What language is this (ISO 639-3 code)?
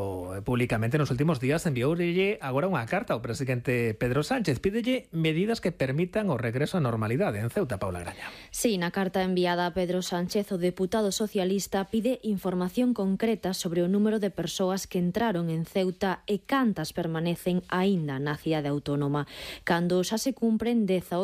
glg